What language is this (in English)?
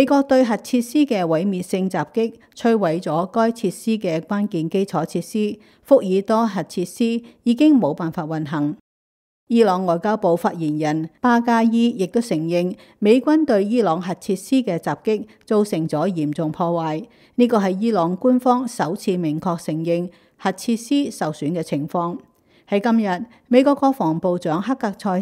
Cantonese